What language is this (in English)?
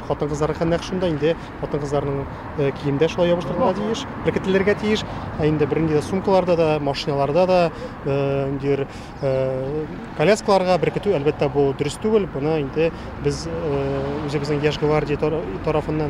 Tatar